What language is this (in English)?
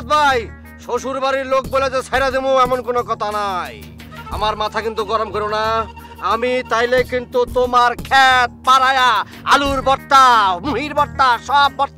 Bangla